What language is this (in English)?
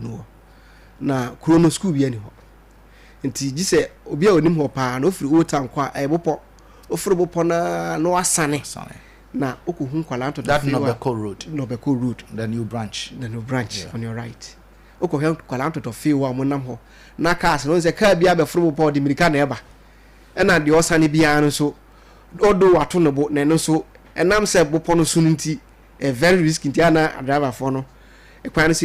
Akan